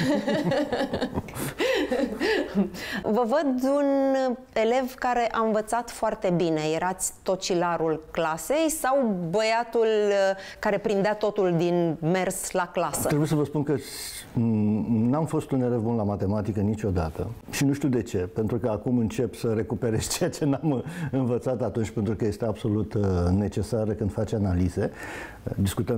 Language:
Romanian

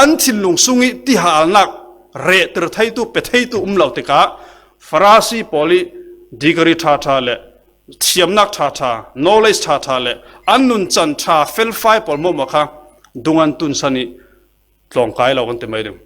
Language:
Falam Chin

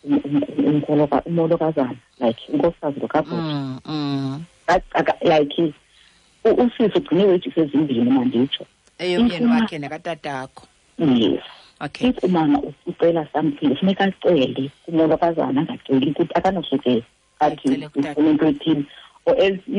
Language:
Xhosa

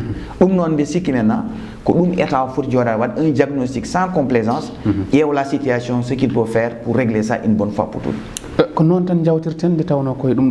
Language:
Fula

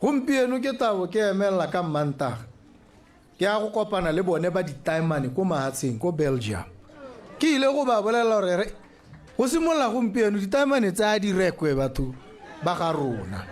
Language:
Tswana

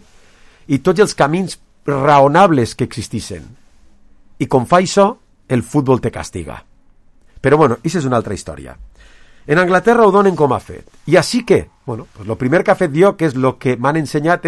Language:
Catalan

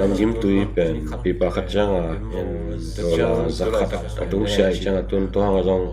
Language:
Tedim Chin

